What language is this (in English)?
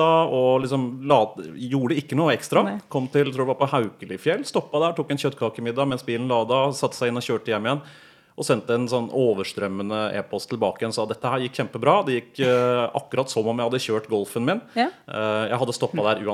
Norwegian